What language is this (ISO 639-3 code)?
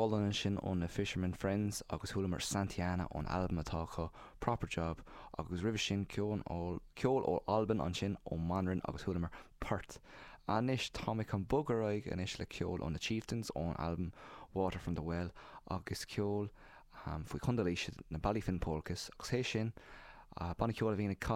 gle